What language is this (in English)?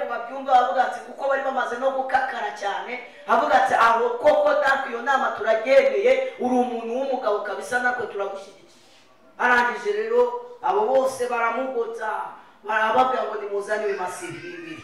Kinyarwanda